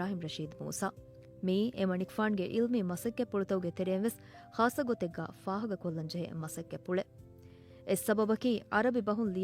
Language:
Divehi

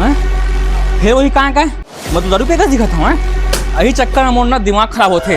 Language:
Chhattisgarhi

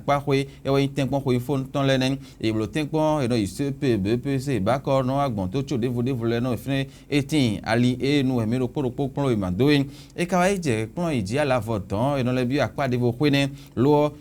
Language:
Fon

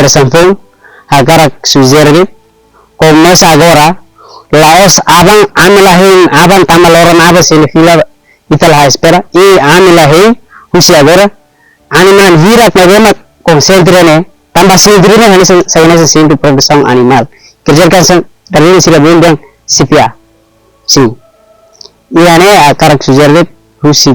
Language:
Tetum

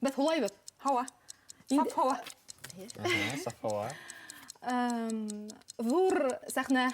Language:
Bashkir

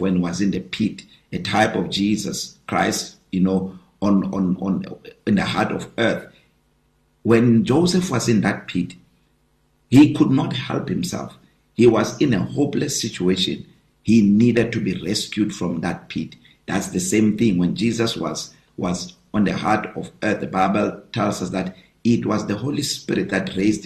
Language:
English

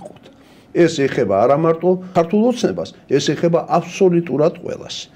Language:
Georgian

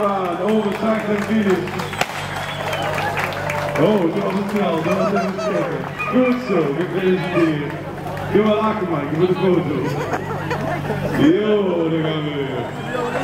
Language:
Dutch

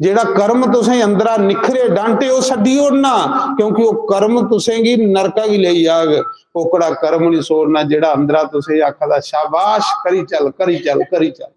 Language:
Dogri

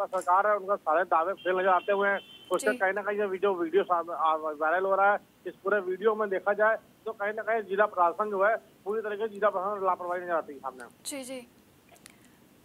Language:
Hindi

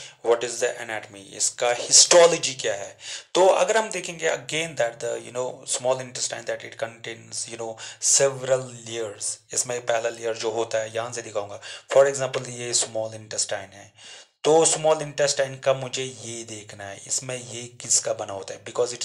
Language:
Hindi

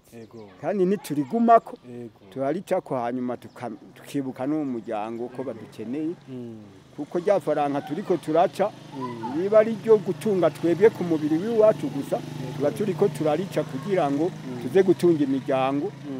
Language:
Rundi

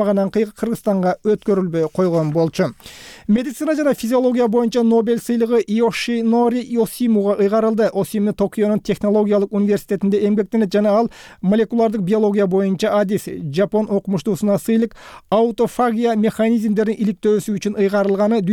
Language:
Kyrgyz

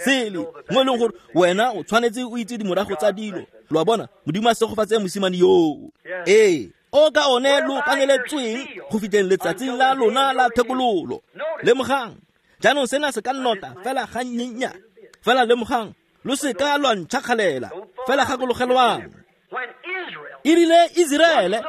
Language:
Tswana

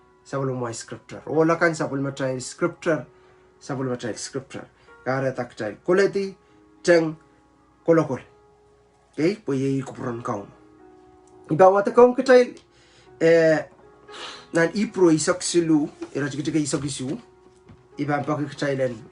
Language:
Pohnpeian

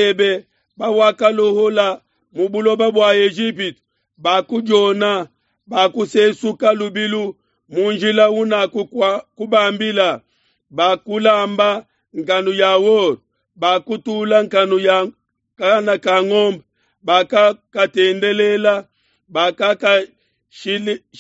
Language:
Luba-Lulua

